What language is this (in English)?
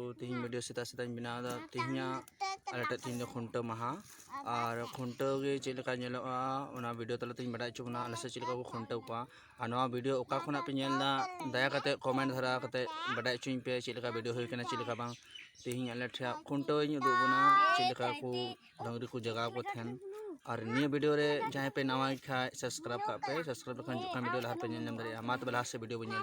Santali